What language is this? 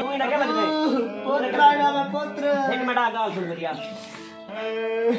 Saraiki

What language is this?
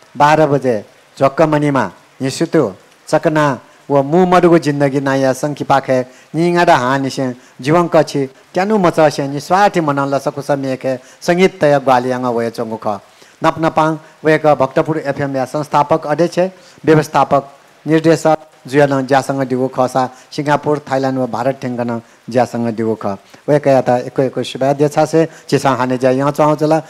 Newari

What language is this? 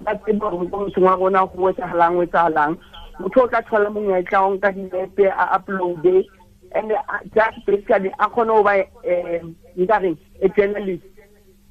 Southern Sotho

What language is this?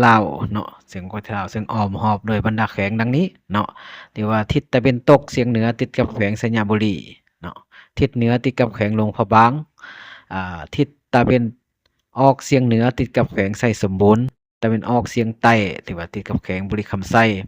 Lao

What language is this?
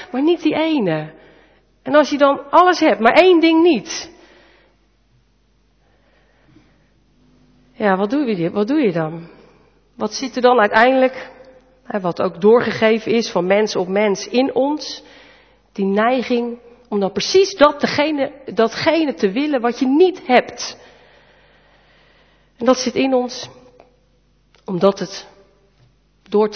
Dutch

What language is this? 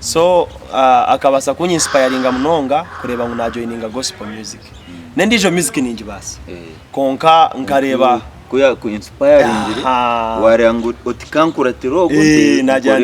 Nyankole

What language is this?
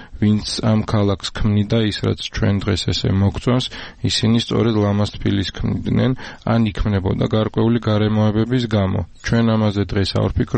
Georgian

